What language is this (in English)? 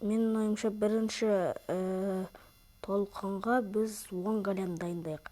Kazakh